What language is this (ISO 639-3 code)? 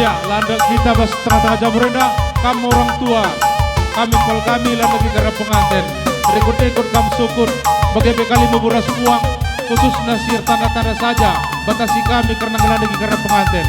btx